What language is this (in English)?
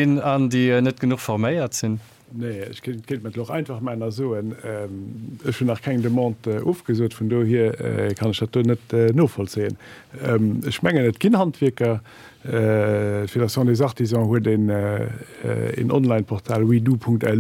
Luxembourgish